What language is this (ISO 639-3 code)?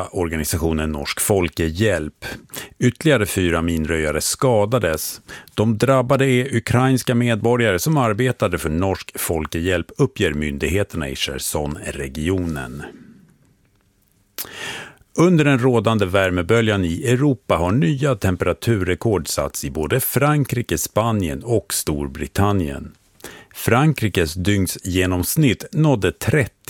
swe